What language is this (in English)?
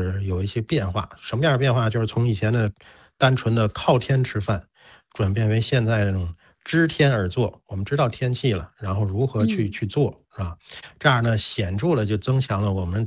Chinese